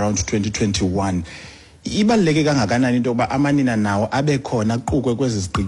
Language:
Xhosa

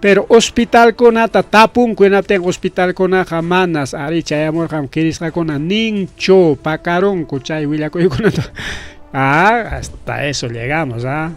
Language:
Ayacucho Quechua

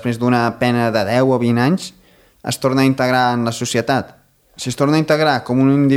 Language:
Catalan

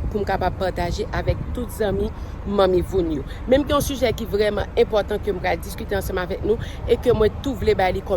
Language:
Haitian Creole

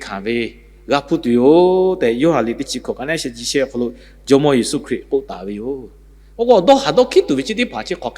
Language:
Lahu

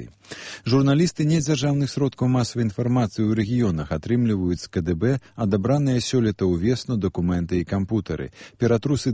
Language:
Belarusian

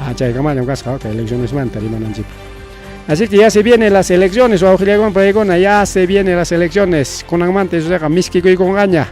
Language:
Ayacucho Quechua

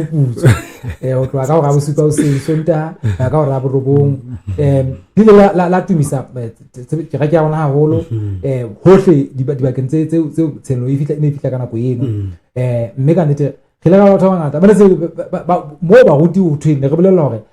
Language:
Southern Sotho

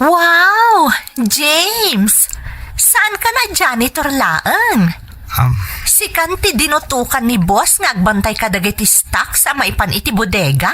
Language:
Iloko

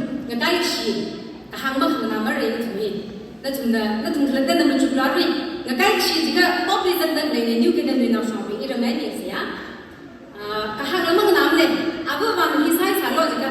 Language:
Tangkhul Naga (India)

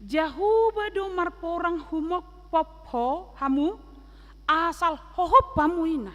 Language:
Batak Toba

